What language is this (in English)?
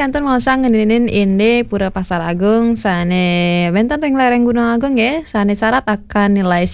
Balinese